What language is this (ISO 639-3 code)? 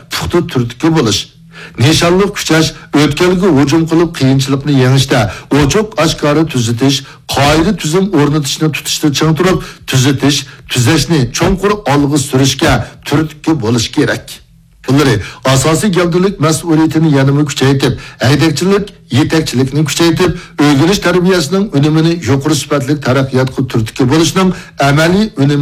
uig